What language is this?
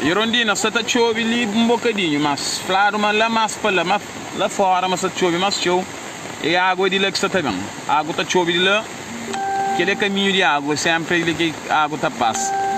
Kabuverdianu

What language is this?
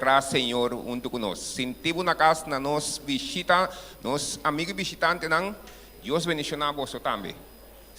Papiamento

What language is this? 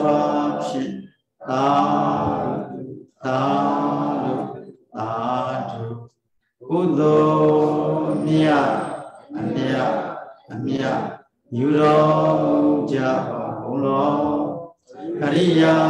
Burmese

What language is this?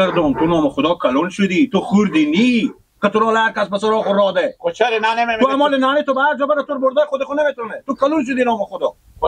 Persian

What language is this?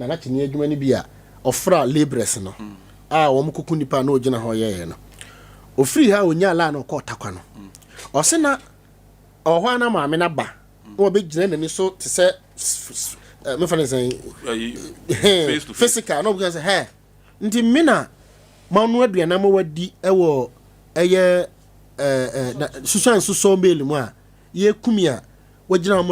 Akan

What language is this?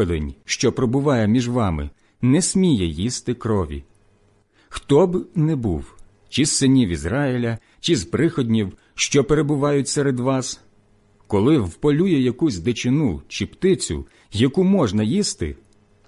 Ukrainian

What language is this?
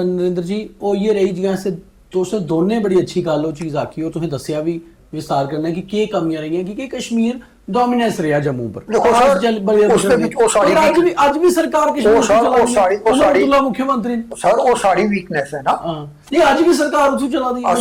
Dogri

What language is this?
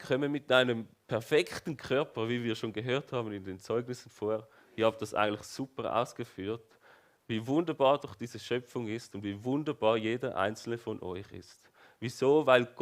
Swiss German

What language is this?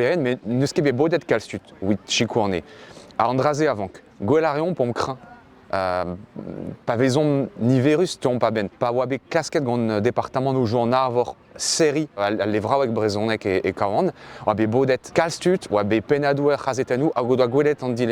Breton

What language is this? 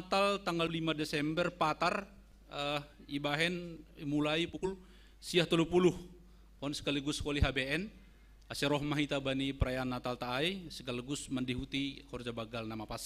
Batak Simalungun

